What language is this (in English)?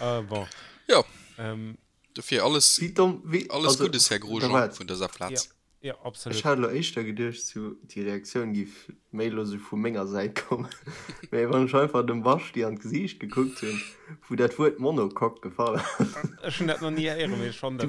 Luxembourgish